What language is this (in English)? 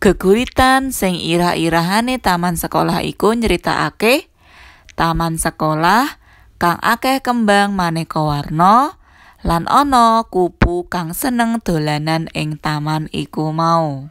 Javanese